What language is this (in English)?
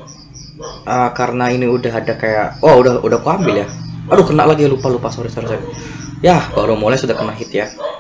Indonesian